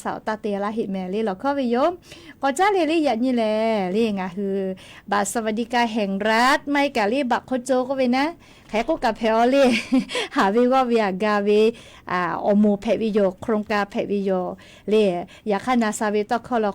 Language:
Lahu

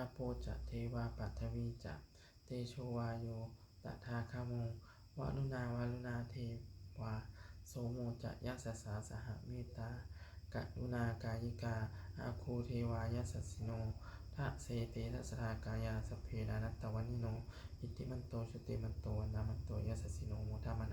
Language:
Pali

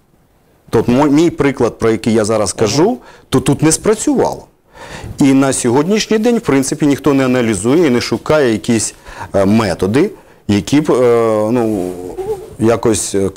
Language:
Ukrainian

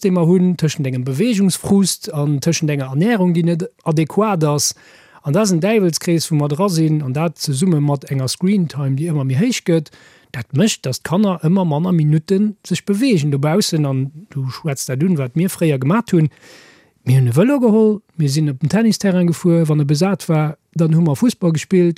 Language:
Luxembourgish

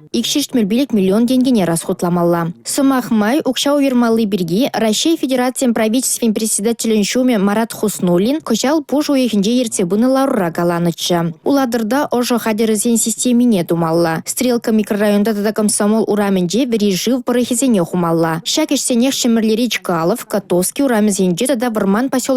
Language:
Chuvash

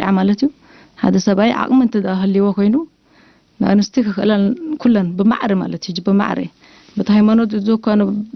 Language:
Tigrinya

